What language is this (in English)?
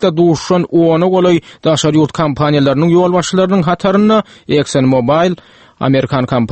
Turkmen